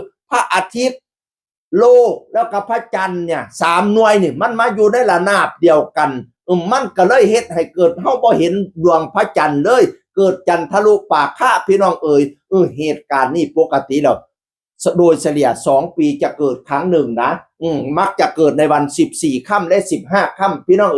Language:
Northeastern Thai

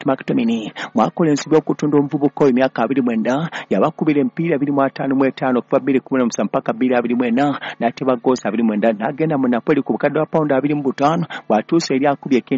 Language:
Ganda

